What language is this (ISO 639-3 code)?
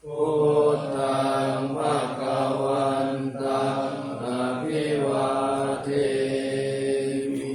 pli